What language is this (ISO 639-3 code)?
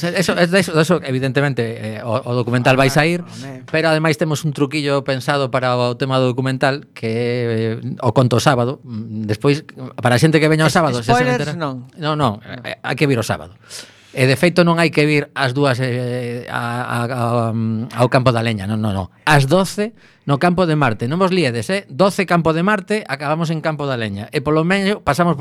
glg